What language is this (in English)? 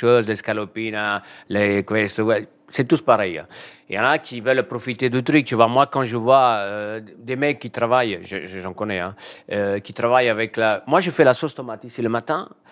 French